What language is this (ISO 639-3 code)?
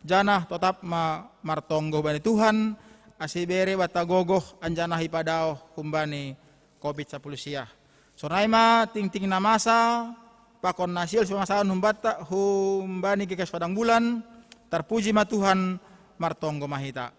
bts